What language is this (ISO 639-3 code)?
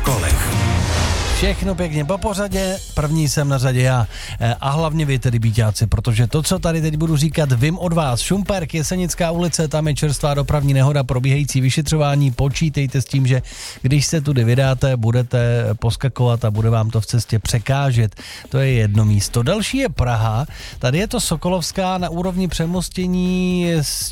ces